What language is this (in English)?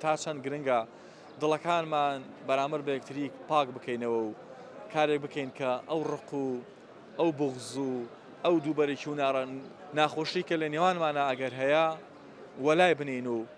Central Kurdish